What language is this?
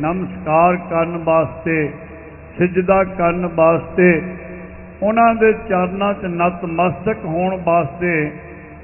Punjabi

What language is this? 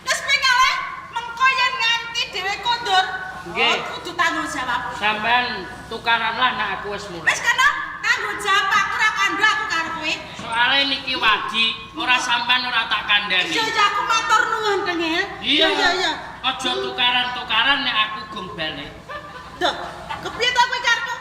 Javanese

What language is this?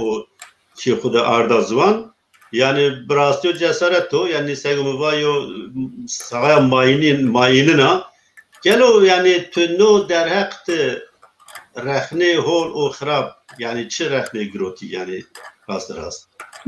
Zaza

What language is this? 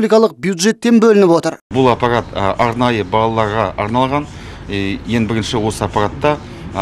Kazakh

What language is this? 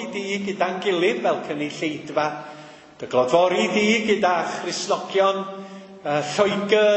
Welsh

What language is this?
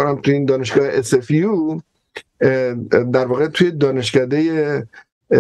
Persian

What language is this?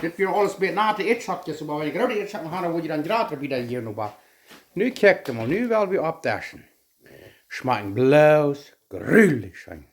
Plautdietsch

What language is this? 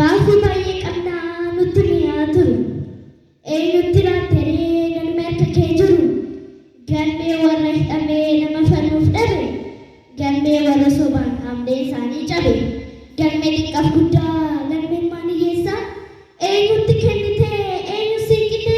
Oromo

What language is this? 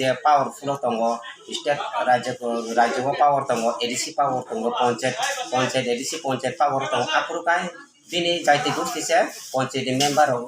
Kok Borok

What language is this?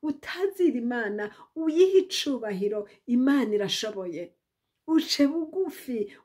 Rundi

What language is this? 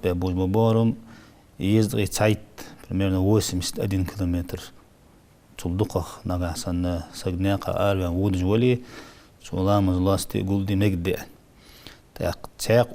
Ingush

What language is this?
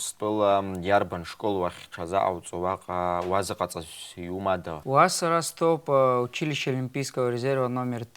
Abkhazian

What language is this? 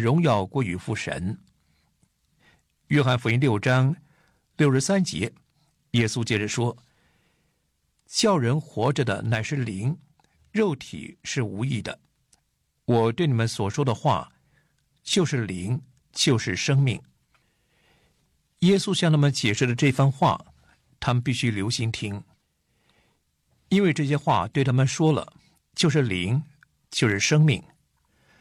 Chinese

